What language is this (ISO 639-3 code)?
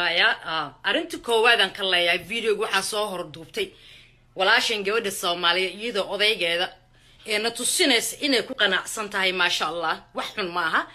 som